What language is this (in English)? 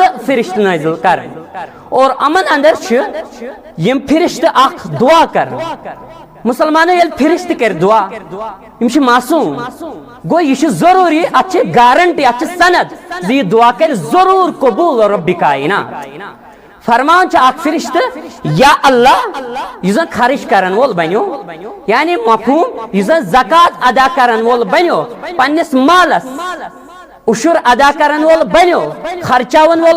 Kashmiri